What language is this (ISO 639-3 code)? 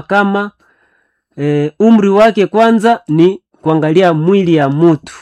swa